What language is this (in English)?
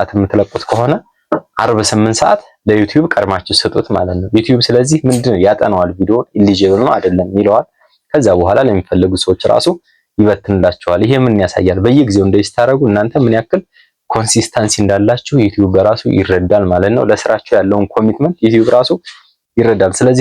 Amharic